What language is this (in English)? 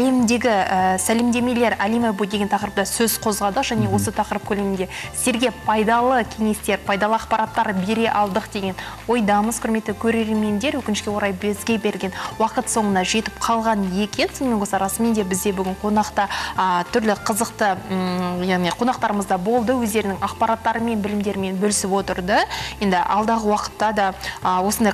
Kazakh